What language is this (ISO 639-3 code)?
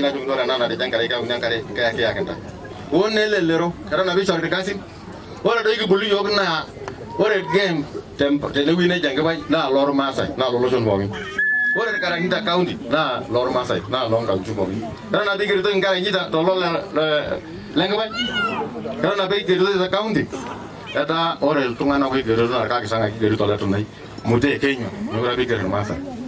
mas